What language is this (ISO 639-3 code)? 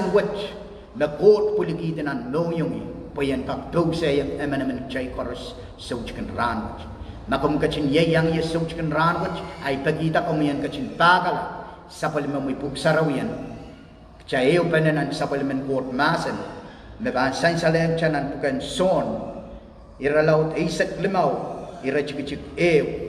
pon